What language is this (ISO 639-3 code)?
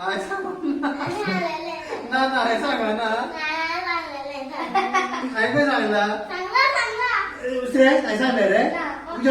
kok